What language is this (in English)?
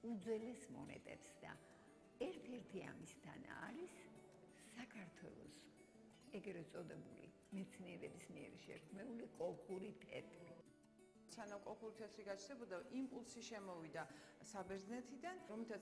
Georgian